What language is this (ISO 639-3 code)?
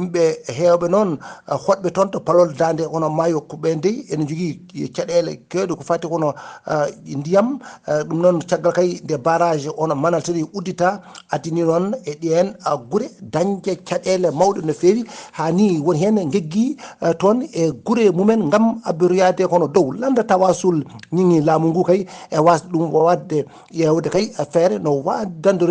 ful